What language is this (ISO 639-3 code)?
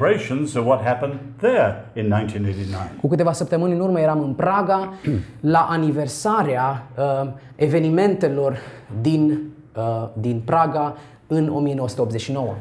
ron